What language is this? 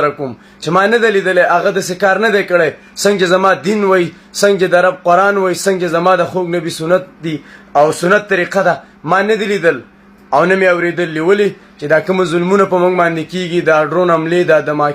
Pashto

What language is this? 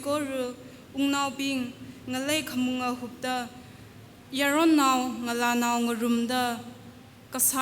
Tangkhul Naga (India)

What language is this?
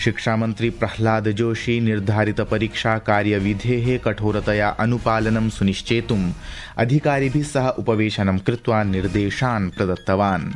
Sanskrit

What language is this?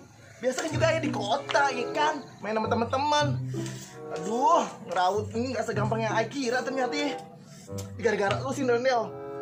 Betawi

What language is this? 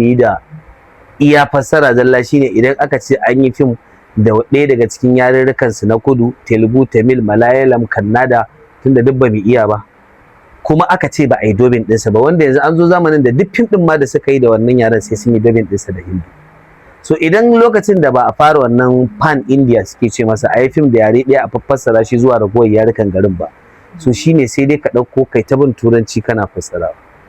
Hausa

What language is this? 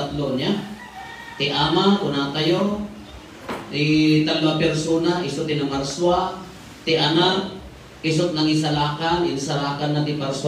Iloko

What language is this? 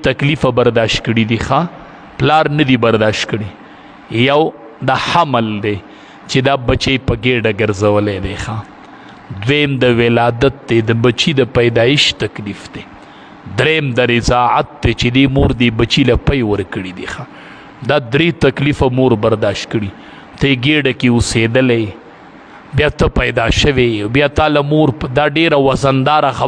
Pashto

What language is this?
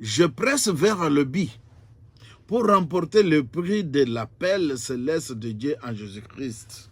Luba-Lulua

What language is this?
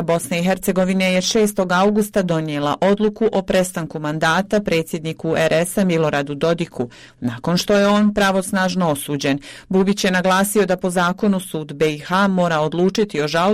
Bosnian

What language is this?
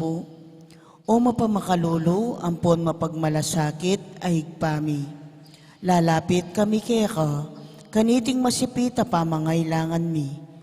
Pampanga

